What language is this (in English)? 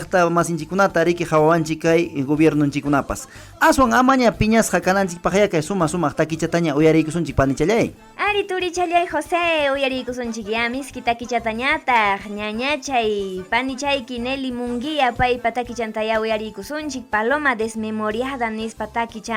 Ayacucho Quechua